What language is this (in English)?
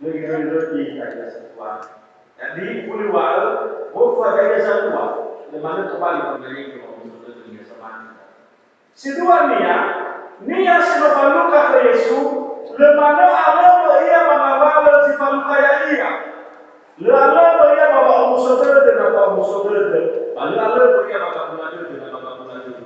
Nias